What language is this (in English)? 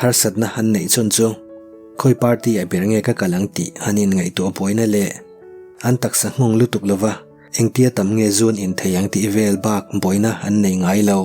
Mizo